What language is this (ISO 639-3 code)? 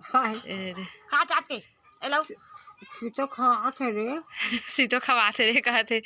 hne